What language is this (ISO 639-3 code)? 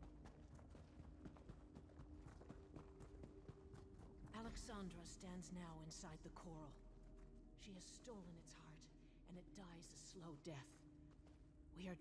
eng